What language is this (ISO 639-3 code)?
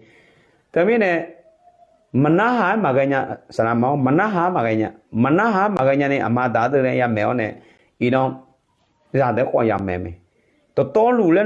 ahk